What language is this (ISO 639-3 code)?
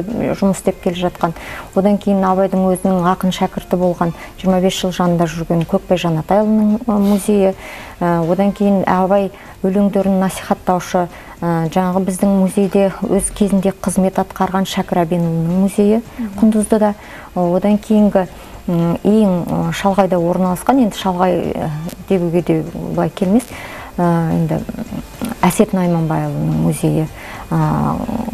kaz